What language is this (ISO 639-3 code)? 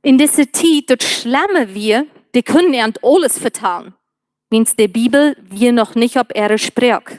pdt